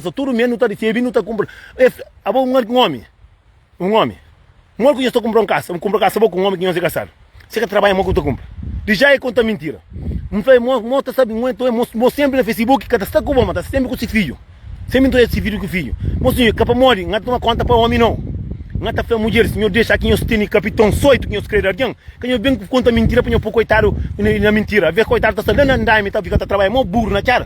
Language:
Kabuverdianu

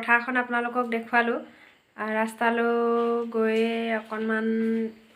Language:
Assamese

